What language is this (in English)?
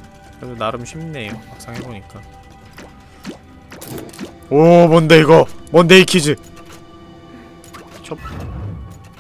Korean